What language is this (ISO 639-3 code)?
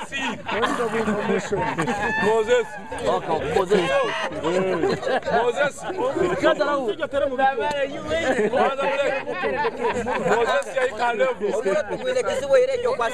swa